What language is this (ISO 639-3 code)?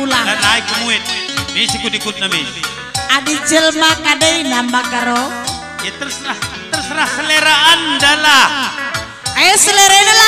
btx